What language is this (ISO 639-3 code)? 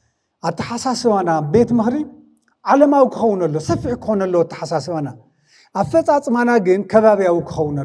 tir